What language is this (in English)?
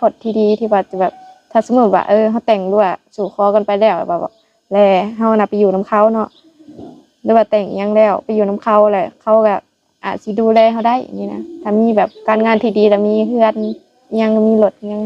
Lao